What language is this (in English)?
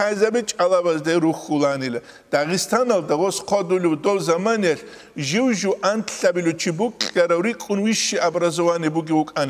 Avaric